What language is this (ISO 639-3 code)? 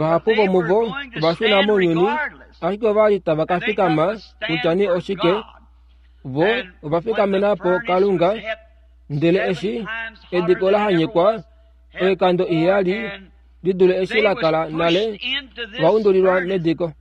kua